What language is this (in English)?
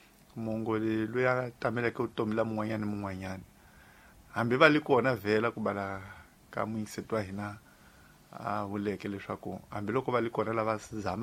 Tsonga